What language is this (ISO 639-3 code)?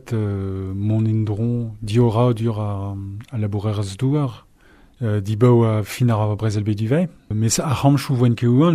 bre